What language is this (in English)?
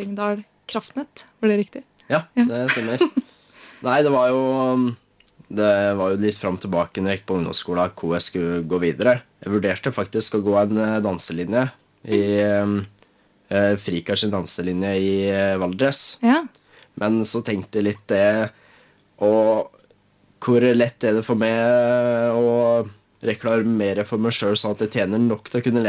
Norwegian